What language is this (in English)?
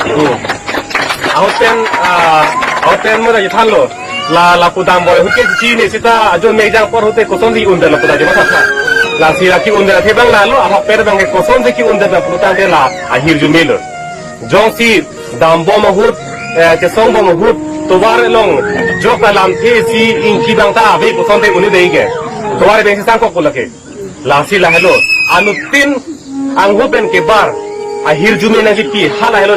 Karbi